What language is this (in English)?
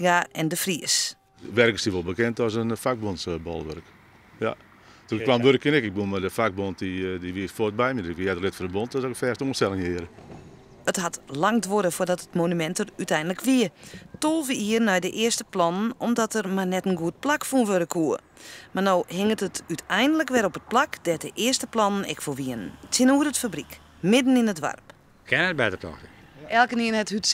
Western Frisian